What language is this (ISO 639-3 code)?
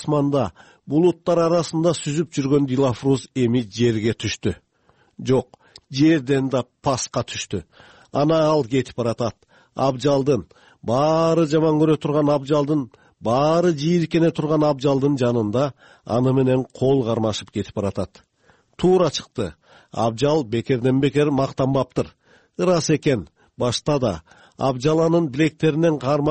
kir